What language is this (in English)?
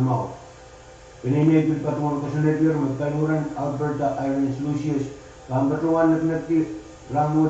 Pohnpeian